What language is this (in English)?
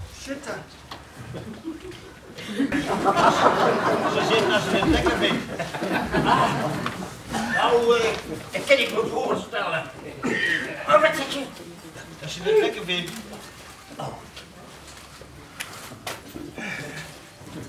Dutch